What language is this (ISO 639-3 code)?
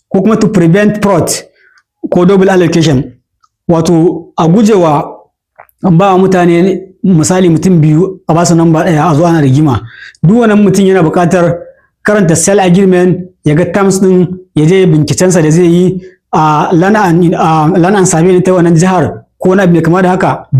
hau